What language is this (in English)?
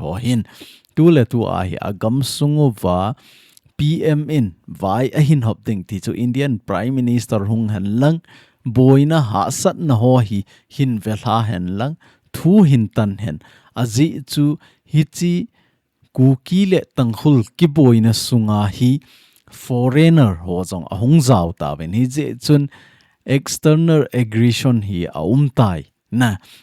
Thado Chin